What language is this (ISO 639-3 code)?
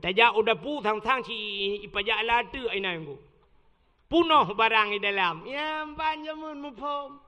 ace